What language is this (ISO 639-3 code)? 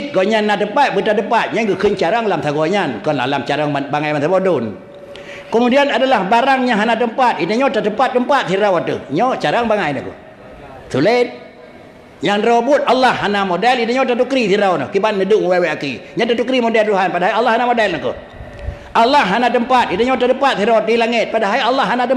ace